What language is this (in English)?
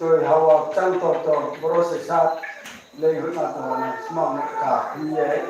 Riang (India)